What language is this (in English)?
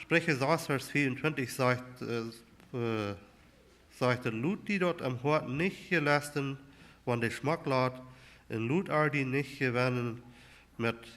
Plautdietsch